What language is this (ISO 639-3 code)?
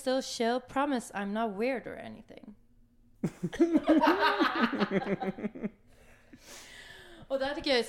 swe